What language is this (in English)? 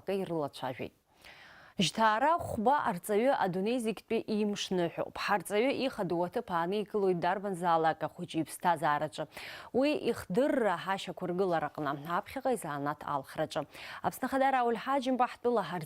Abkhazian